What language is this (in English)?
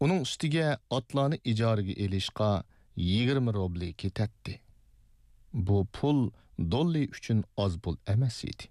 Uyghur